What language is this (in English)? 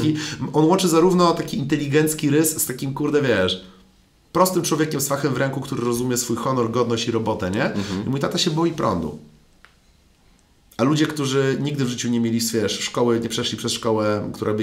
Polish